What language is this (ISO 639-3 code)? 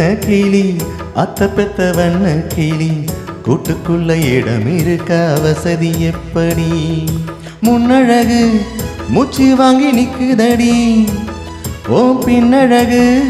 tam